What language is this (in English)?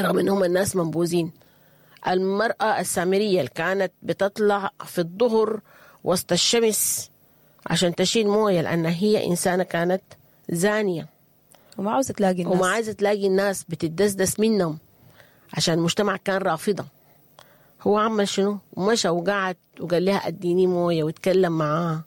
Sudanese Arabic